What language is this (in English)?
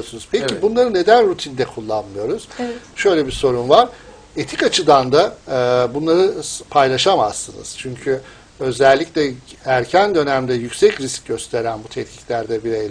Turkish